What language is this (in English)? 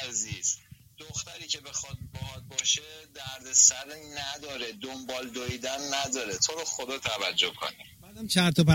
Persian